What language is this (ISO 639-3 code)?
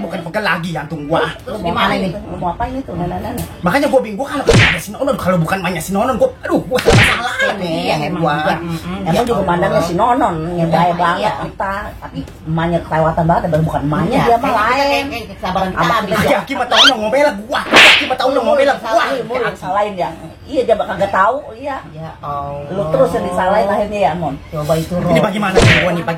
bew